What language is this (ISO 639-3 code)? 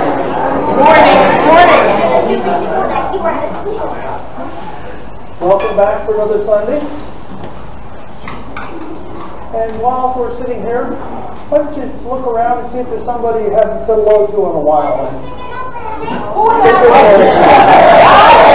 eng